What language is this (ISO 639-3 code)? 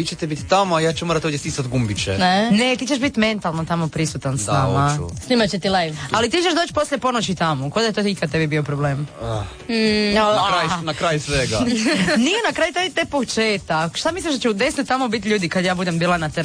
hrv